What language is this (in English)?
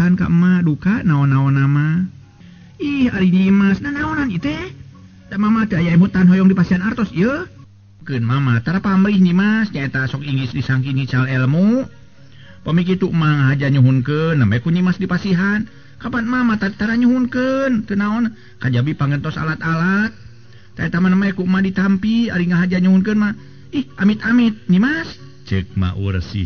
Sundanese